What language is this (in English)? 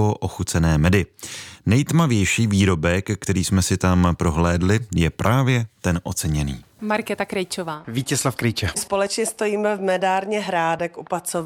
Czech